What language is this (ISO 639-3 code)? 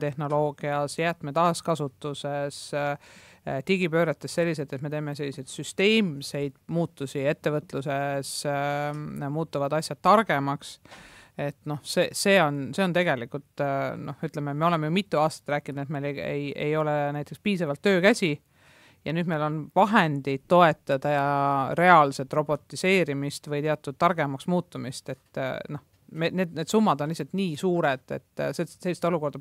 est